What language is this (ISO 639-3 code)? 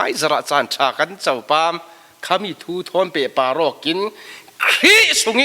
cfm